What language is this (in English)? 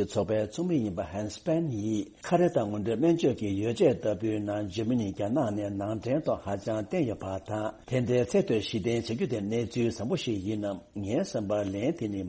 Tibetan